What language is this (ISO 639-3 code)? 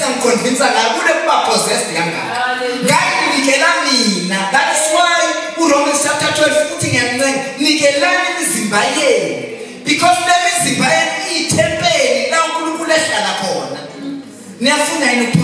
zul